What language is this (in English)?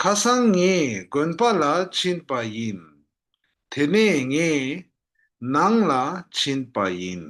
Tibetan